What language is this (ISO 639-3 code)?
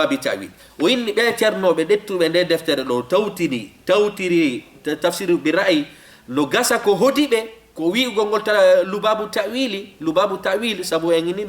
ful